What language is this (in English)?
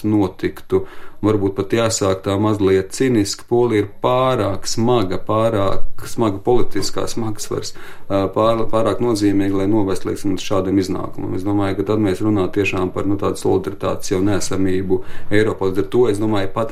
Latvian